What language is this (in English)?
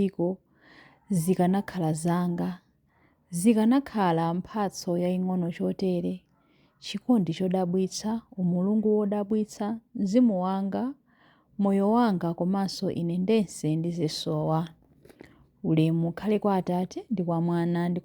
Nyanja